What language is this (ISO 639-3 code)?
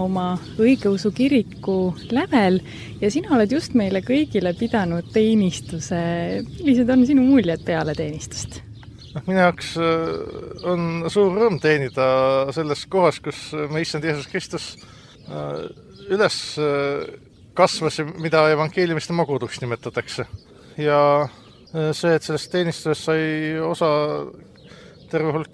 est